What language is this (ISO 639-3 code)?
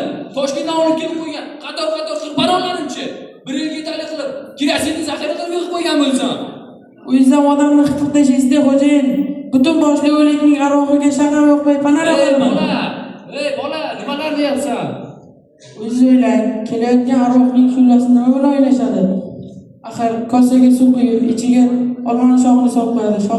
uzb